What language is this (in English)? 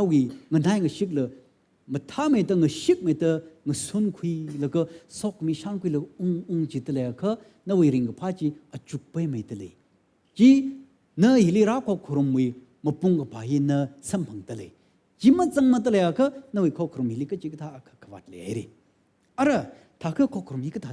Tangkhul Naga (India)